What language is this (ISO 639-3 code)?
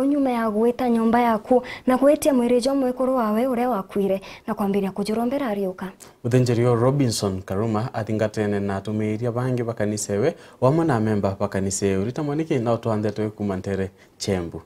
mer